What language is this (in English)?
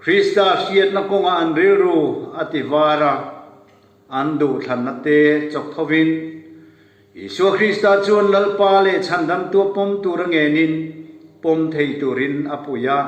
Mizo